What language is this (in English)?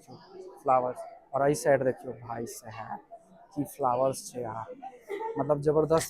Maithili